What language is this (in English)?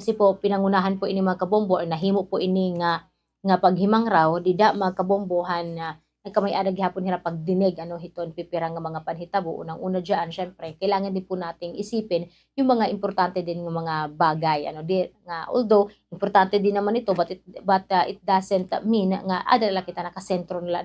Waray